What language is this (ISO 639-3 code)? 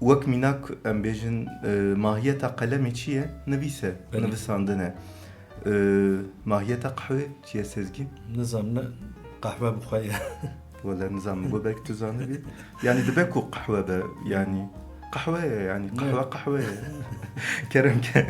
kur